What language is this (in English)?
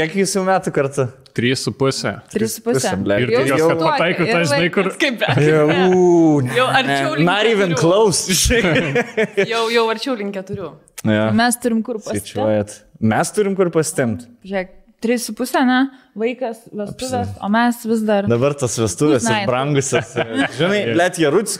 Lithuanian